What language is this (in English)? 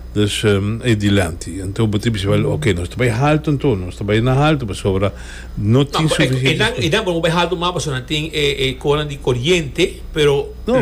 Papiamento